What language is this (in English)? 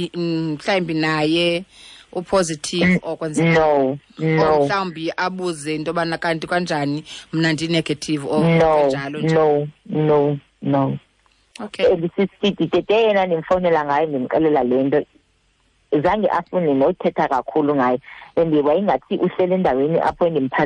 Xhosa